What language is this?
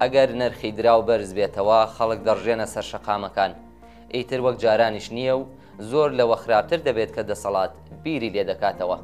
Central Kurdish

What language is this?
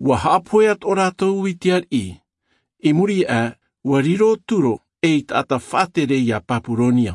Tahitian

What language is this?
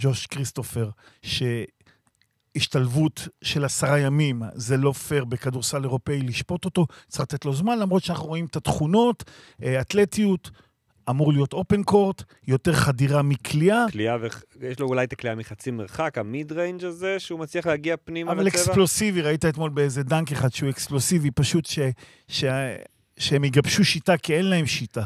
Hebrew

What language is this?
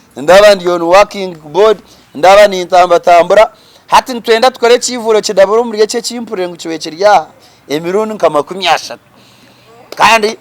Nyankole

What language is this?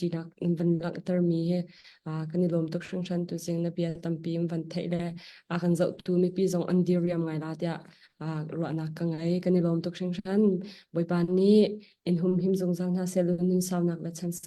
Hakha Chin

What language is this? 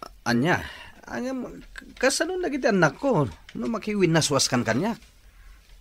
Iloko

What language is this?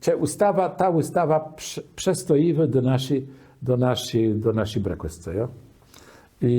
Kashubian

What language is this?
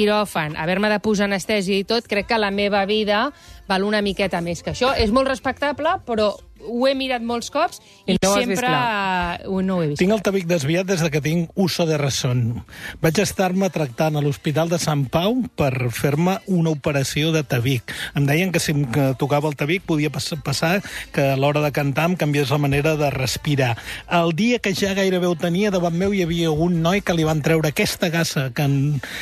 Catalan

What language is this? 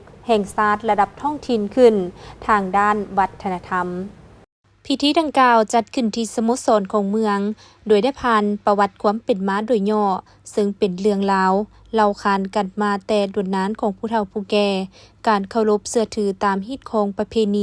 Lao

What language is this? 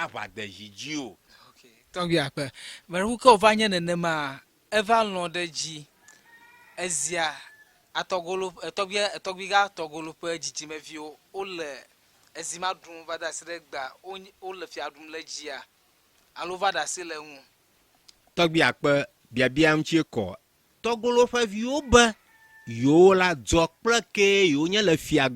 Ewe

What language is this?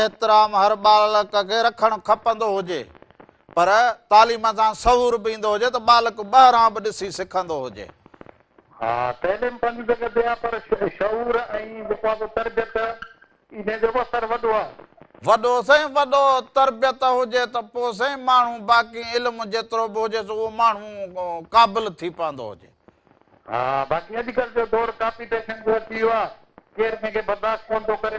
Sindhi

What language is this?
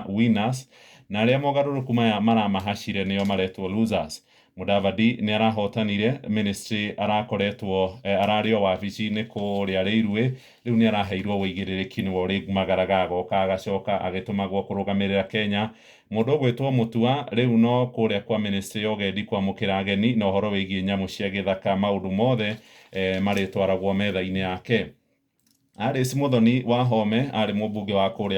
Kikuyu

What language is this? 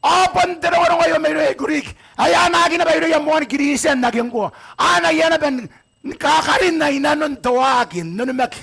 Gilbertese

